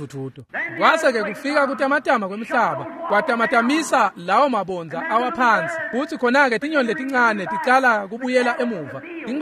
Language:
Swati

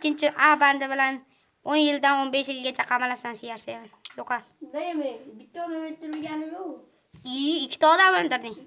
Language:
Uzbek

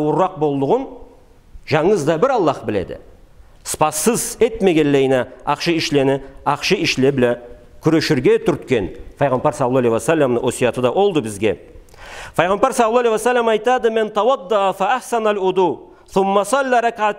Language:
Karachay-Balkar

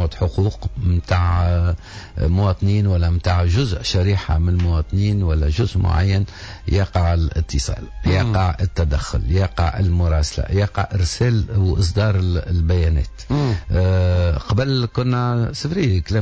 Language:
Tunisian Arabic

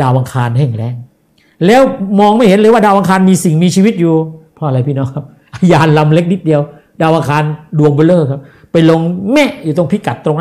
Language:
Thai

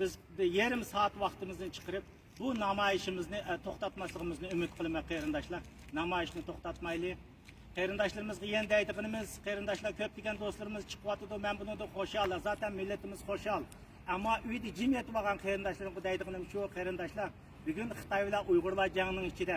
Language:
Uyghur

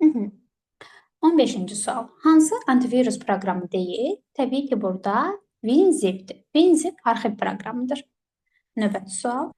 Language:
Azerbaijani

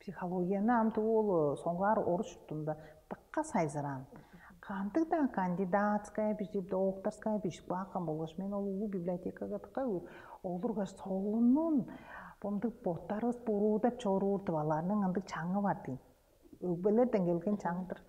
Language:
Tuvinian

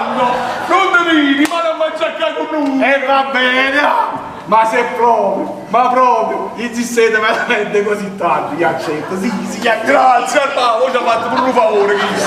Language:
Neapolitan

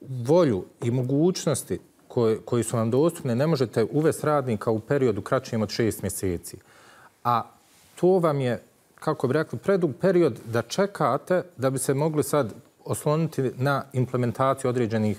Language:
Bosnian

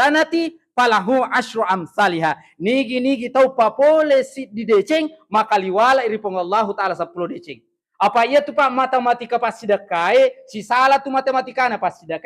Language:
Buginese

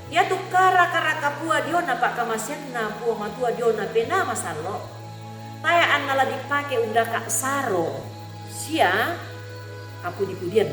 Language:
Toraja-Sa'dan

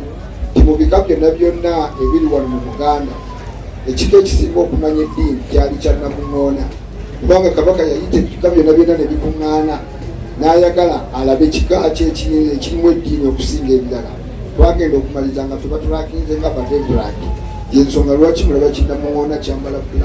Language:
Ganda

